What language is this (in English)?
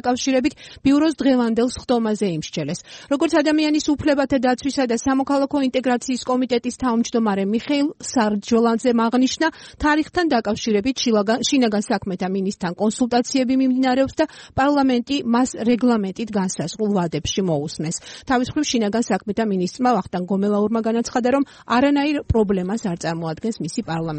Georgian